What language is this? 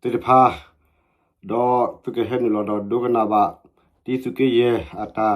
S'gaw Karen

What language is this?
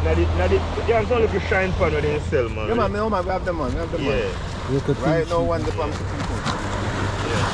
Jamaican Creole English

